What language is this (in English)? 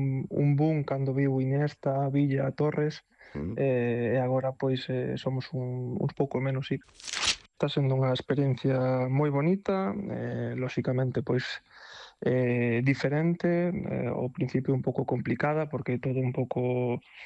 Galician